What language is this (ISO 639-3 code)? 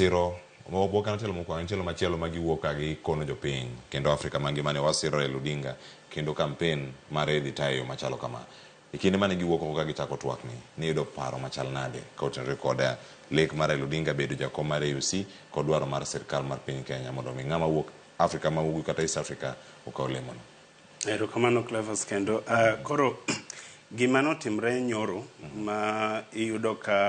luo